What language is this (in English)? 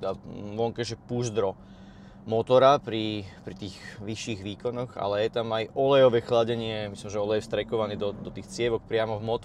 Slovak